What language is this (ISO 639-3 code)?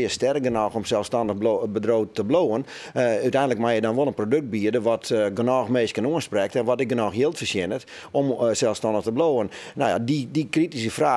fry